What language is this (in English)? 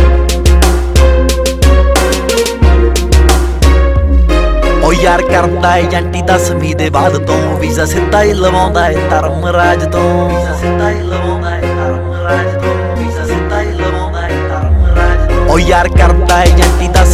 Punjabi